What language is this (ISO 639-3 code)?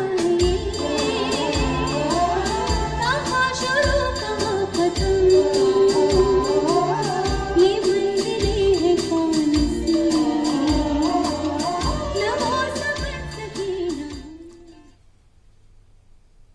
mar